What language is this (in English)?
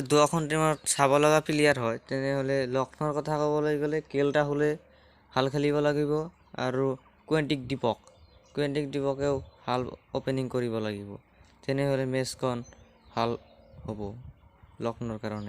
Assamese